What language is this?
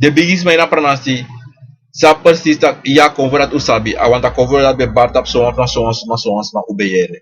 Sranan Tongo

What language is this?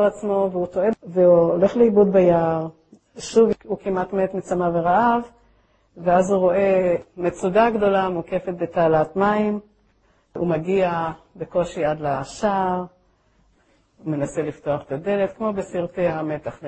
Hebrew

